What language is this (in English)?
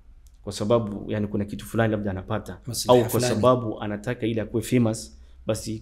Swahili